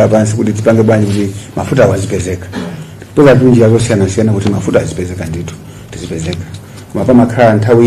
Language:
Nyanja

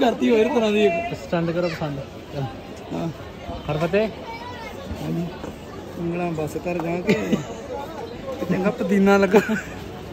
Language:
Punjabi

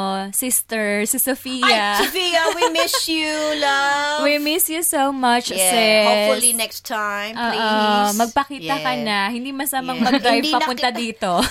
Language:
Filipino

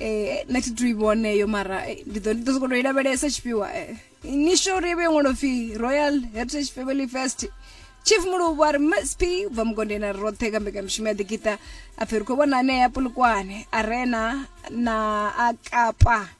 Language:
Venda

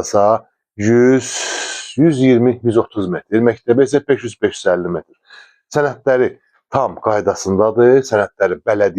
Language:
Azerbaijani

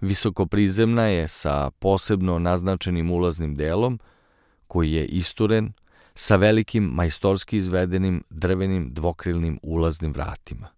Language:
Serbian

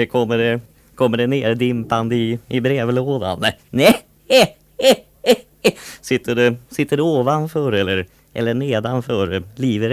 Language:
Swedish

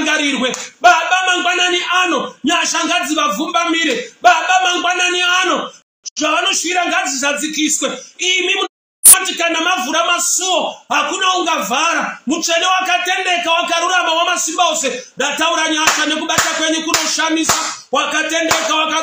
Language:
Shona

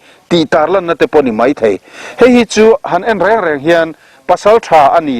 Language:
Mizo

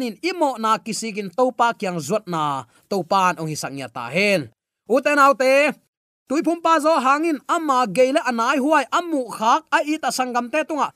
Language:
Tedim Chin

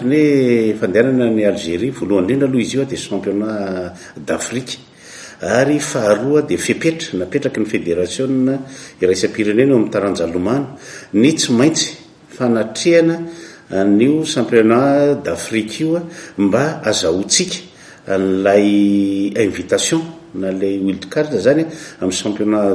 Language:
Malagasy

